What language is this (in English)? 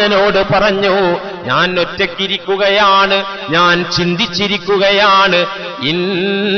Malayalam